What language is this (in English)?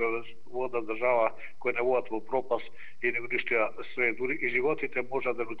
Macedonian